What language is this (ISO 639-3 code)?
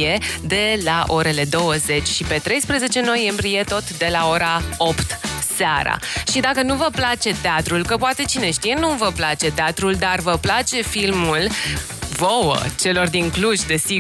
ron